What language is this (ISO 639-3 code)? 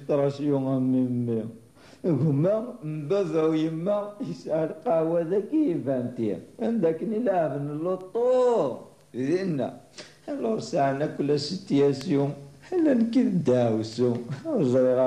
kab